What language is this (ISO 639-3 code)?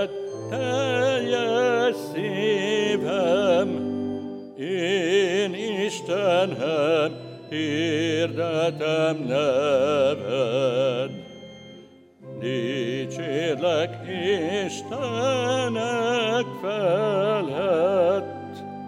hun